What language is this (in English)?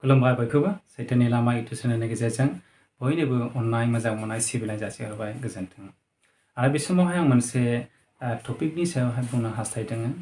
Bodo